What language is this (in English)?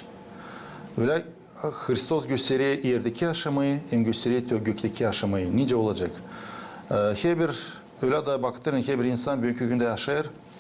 Gagauz